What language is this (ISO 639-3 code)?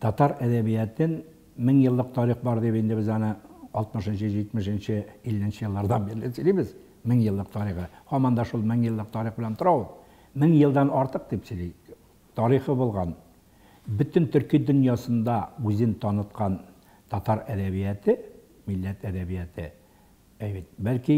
tat